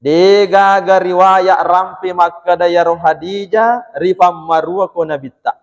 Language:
Buginese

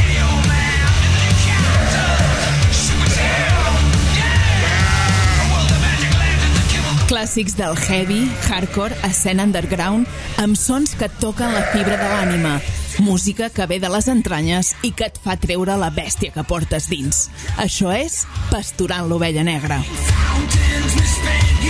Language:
Catalan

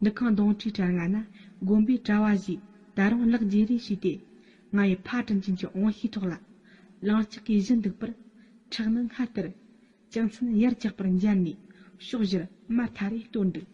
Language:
Tibetan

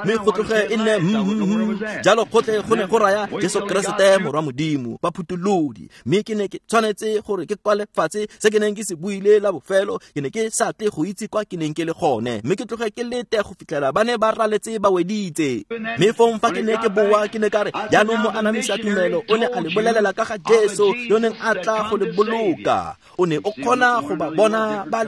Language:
Tswana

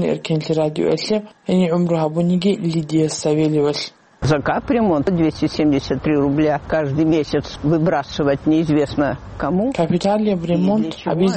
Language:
Avaric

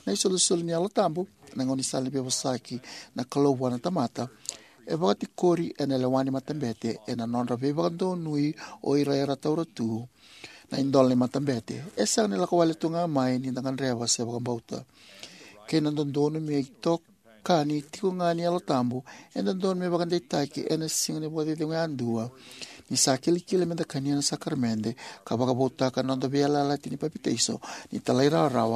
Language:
Fijian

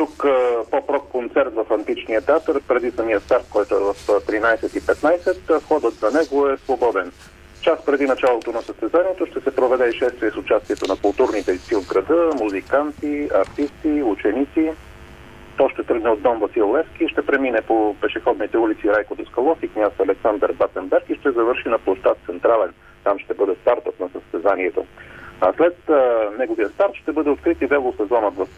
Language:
Bulgarian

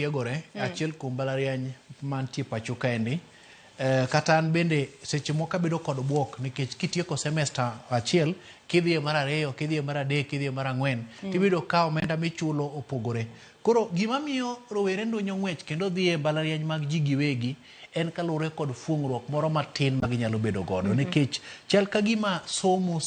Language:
Luo (Kenya and Tanzania)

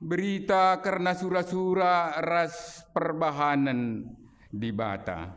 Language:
Batak Karo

